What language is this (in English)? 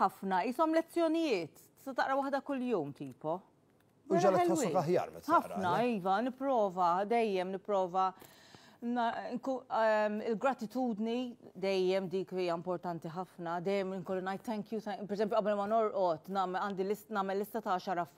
Maltese